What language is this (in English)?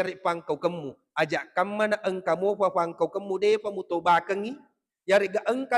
Buginese